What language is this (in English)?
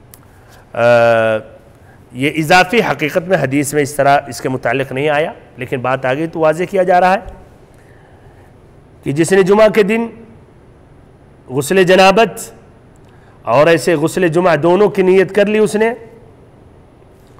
Urdu